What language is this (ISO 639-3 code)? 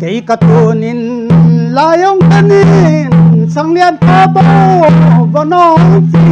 pck